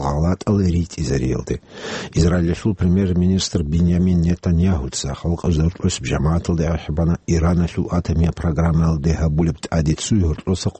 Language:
Avaric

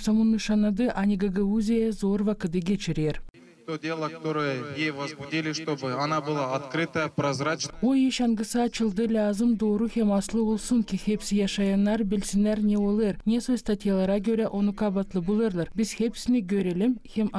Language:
Gagauz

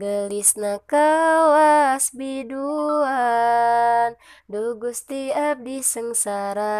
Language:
Sundanese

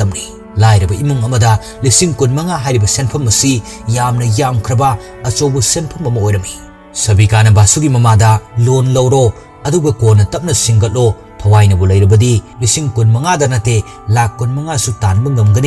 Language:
Manipuri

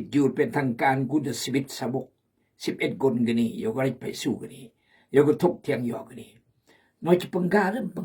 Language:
Khmu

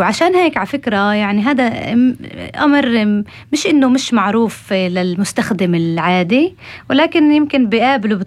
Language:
North Levantine Arabic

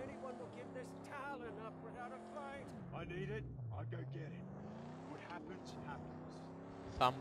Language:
Greek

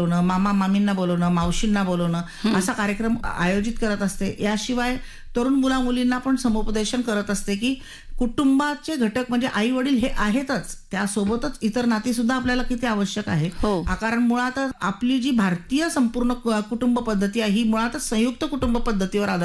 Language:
Marathi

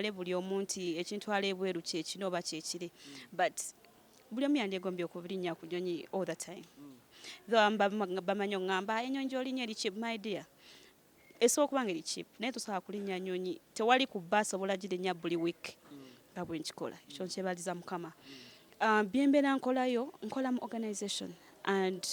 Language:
Ganda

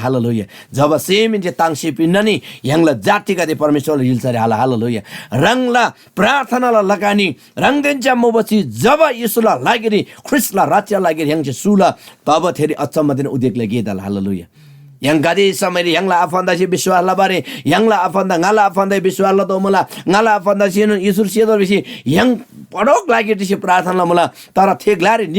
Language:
Eastern Tamang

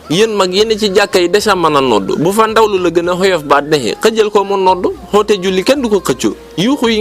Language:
Wolof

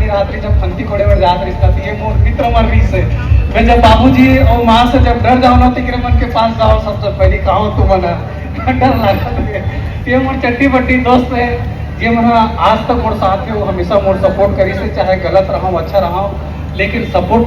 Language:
Chhattisgarhi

